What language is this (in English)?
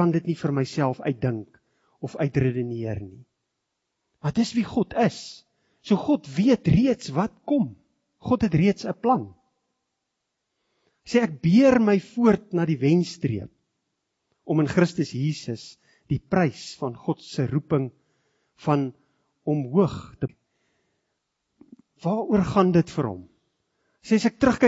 Afrikaans